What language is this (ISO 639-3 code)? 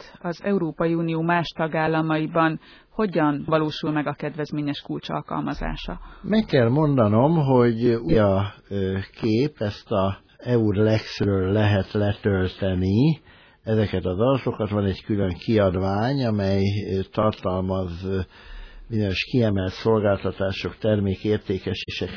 hun